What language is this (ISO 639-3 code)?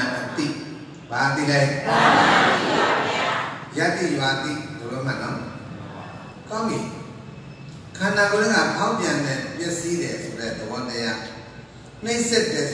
mya